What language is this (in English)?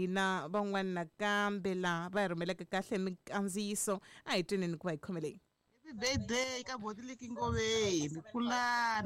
Tsonga